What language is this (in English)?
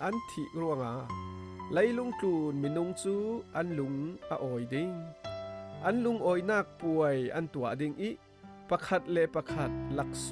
Falam Chin